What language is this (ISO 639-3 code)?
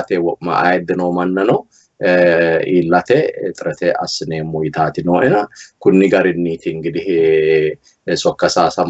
sid